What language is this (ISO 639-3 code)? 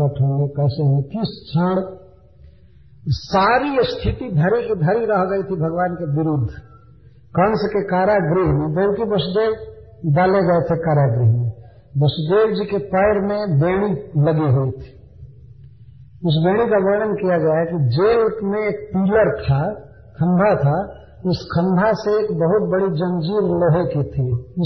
hin